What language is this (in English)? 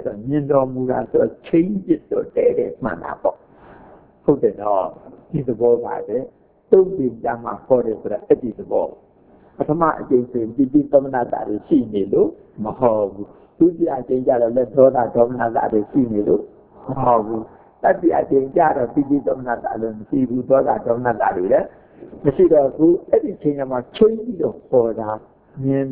Burmese